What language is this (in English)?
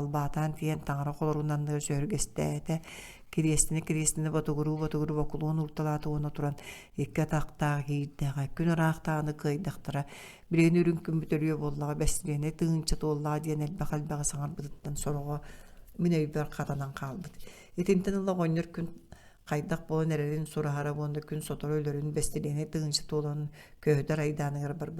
Yakut